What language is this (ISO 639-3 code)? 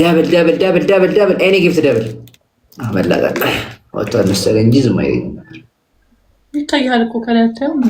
amh